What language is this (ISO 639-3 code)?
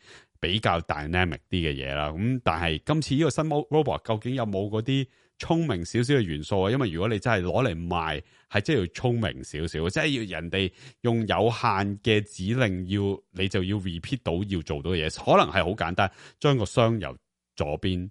yue